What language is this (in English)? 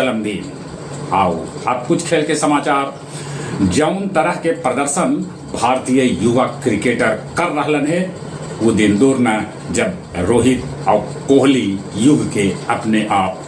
Magahi